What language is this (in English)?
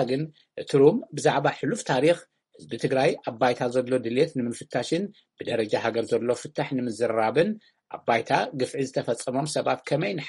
Tigrinya